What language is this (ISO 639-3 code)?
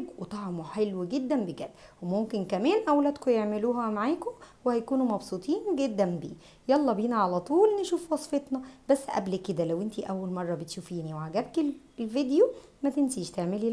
arz